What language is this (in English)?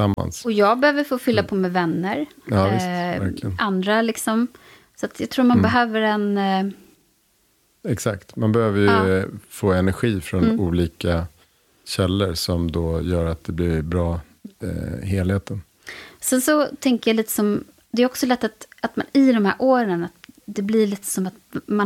Swedish